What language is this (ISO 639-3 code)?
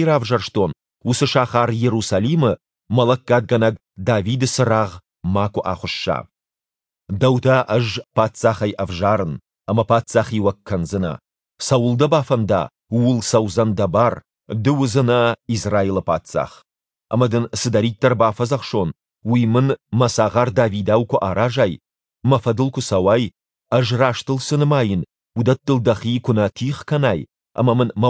oss